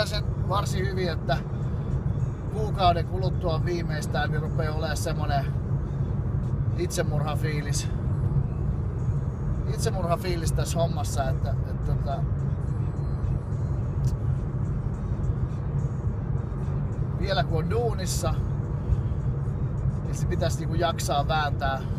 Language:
Finnish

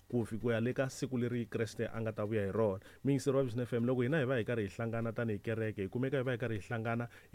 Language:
Tsonga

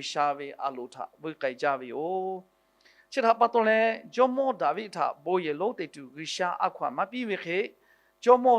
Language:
Lahu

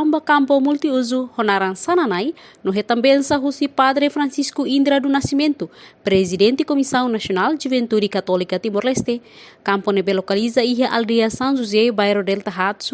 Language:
Tetum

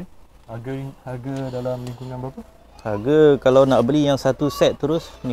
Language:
Malay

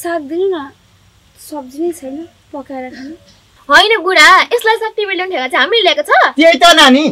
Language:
Nepali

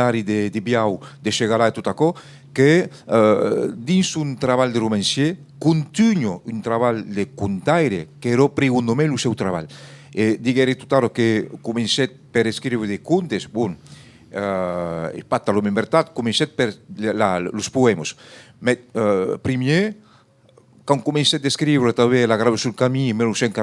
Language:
Occitan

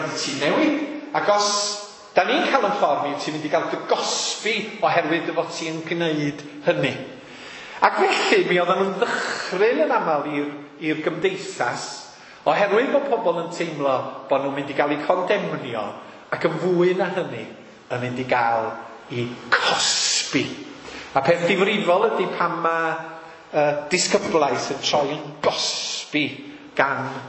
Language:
Welsh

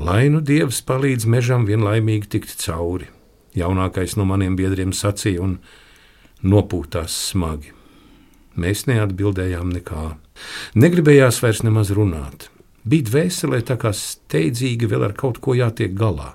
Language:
Latvian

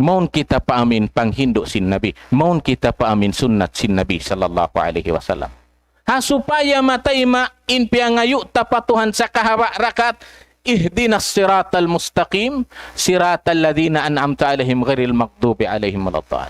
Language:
Tausug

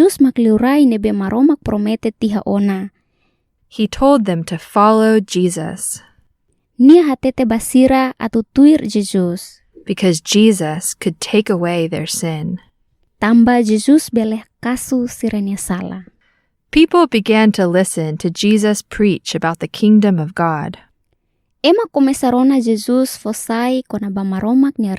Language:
Tetum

